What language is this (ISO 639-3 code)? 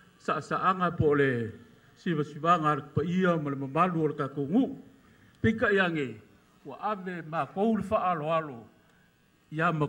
smo